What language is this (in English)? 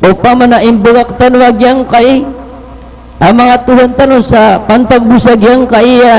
Maranao